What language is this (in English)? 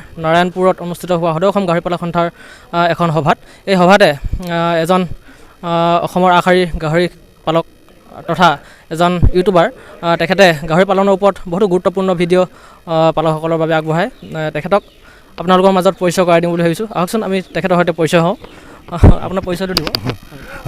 Assamese